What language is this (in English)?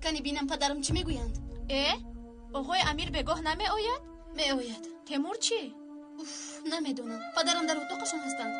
Tajik